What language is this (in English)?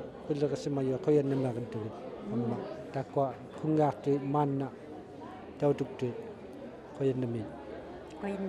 Inuktitut